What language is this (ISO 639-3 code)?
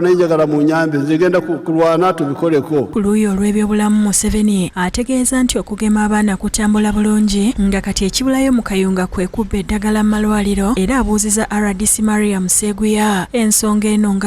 lug